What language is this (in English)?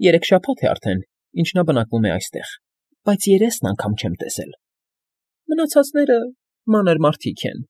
Armenian